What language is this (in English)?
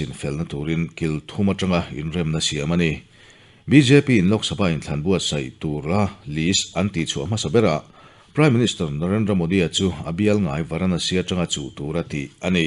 Mizo